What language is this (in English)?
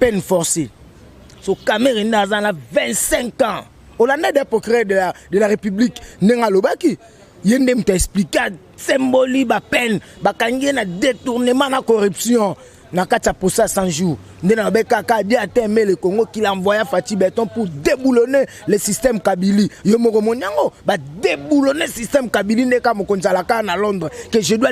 Lingala